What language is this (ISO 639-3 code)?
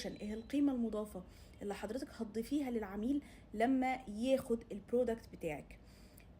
arz